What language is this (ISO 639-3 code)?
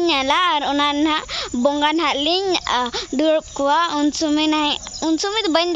sat